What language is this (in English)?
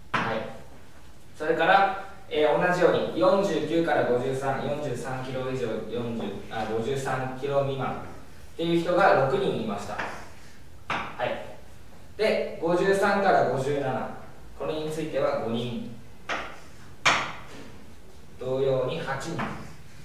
Japanese